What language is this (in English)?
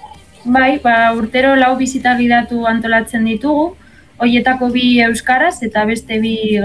Basque